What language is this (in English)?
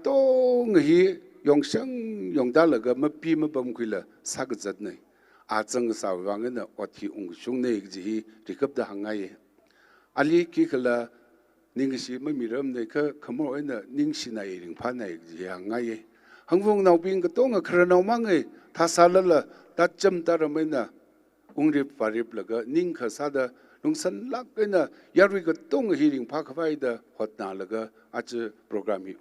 Tangkhul Naga (India)